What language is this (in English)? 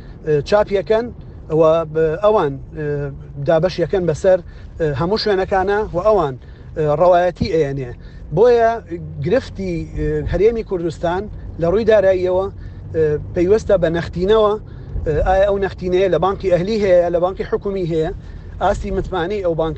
Central Kurdish